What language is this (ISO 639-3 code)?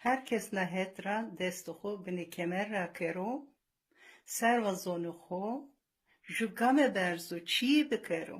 zza